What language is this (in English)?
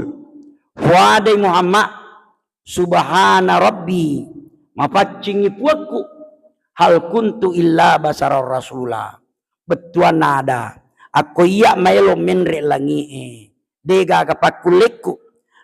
Buginese